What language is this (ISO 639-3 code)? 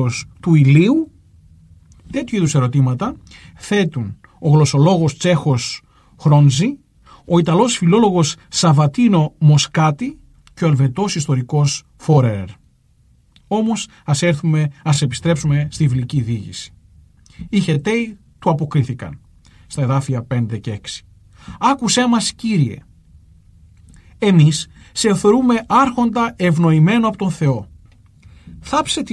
ell